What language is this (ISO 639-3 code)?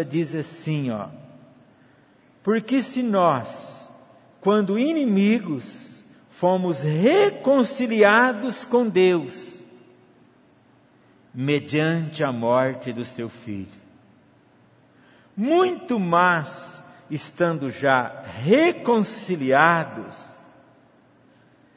por